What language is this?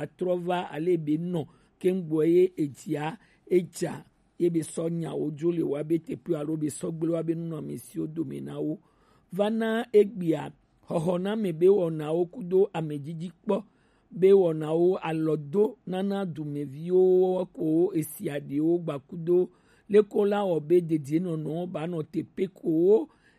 Gen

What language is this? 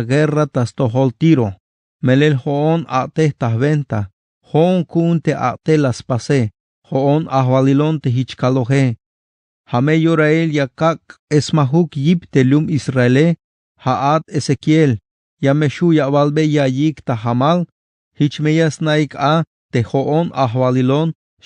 Tzeltal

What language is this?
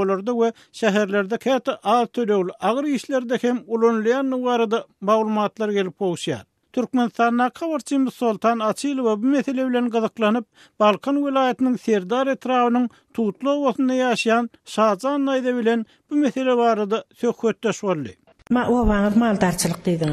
Turkmen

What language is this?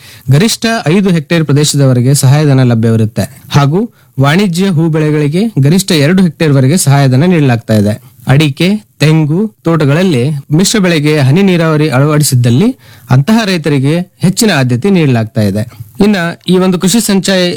Kannada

